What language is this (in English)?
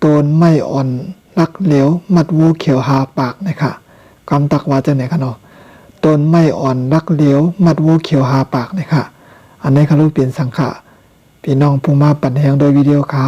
Shan